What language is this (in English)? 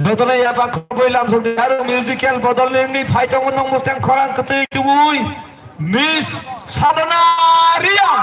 Kok Borok